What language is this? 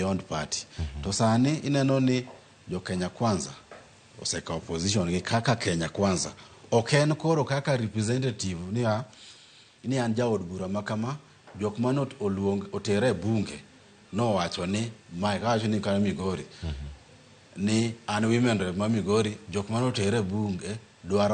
Luo (Kenya and Tanzania)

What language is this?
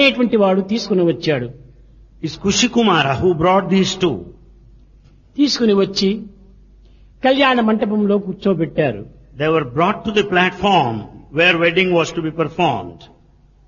Telugu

